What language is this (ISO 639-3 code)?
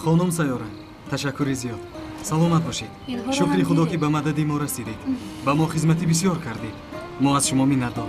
tgk